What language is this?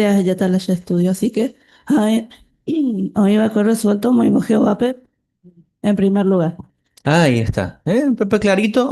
Guarani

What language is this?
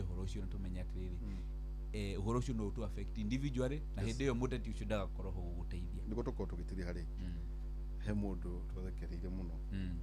Kikuyu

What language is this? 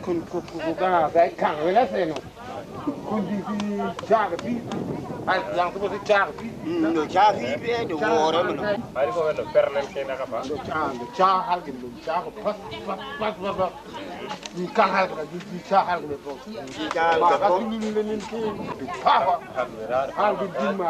Tupuri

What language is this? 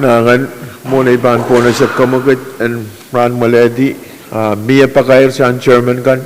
Pohnpeian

